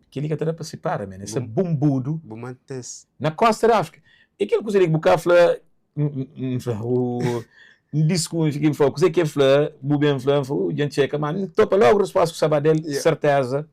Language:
Kabuverdianu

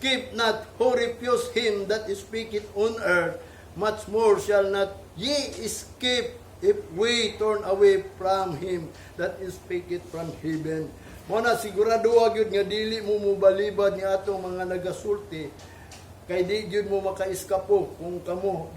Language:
Cebuano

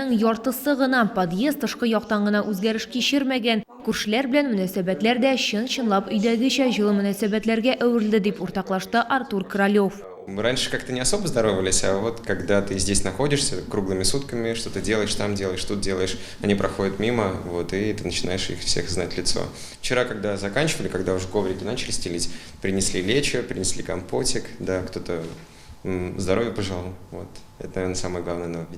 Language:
Tatar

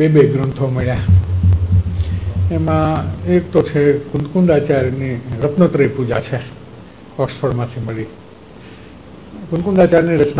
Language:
Gujarati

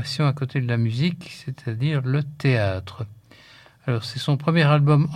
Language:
French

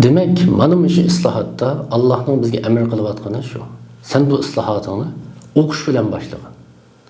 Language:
Uyghur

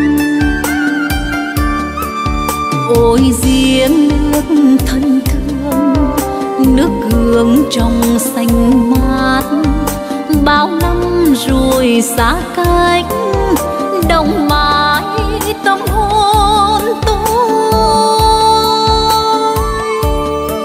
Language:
Vietnamese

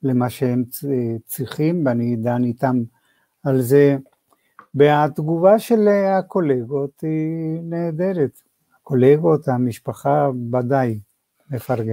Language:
Hebrew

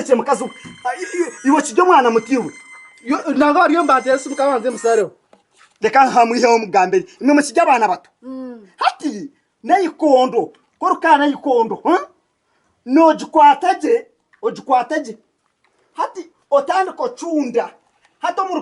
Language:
Nyankole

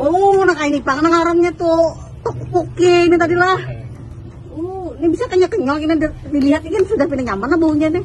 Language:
Banjar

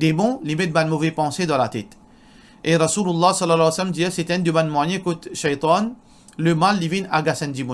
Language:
Morisyen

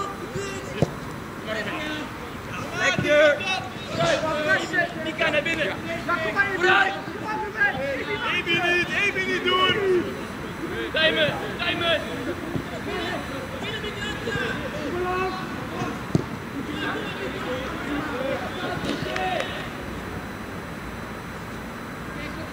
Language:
Dutch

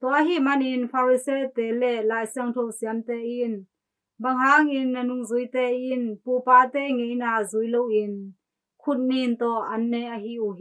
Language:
Tedim Chin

